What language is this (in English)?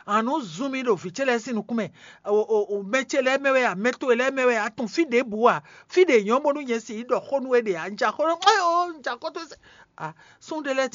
Fon